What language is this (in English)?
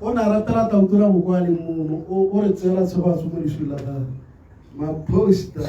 Tswana